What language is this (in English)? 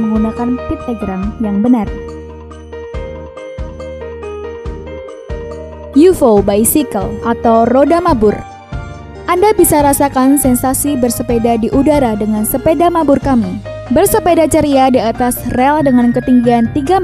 Indonesian